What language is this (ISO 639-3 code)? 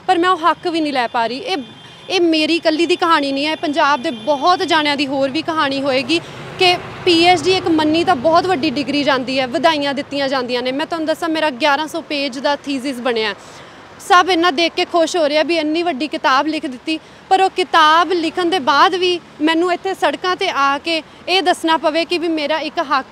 pan